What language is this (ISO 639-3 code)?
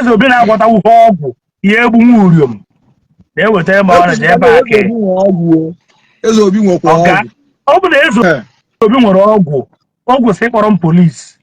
ibo